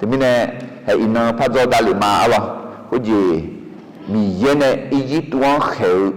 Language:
Akha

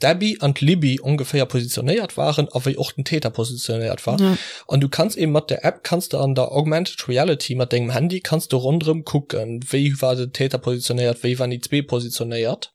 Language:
Luxembourgish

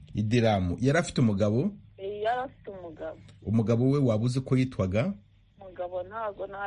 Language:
Kinyarwanda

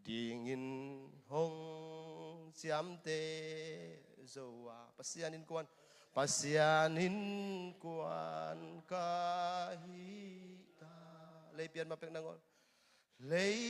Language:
Tedim Chin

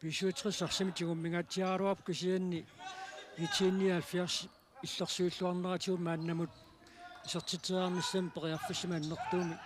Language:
Kalaallisut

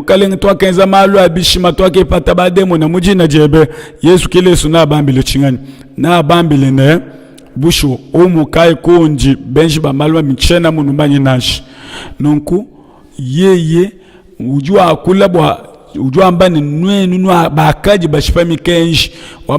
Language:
Luba-Lulua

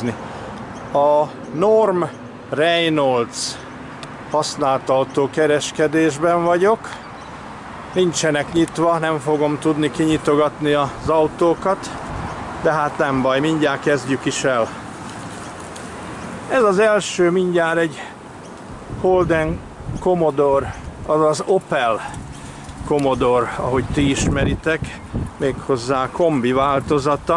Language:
Hungarian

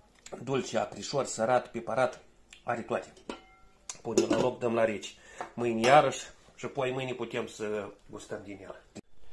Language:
Romanian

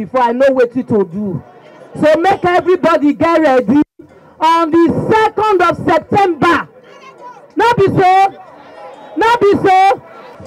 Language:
Nigerian Pidgin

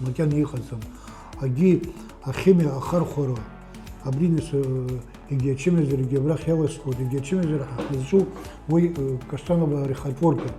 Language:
Abkhazian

